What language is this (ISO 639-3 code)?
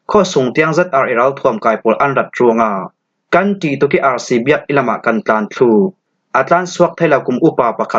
cfm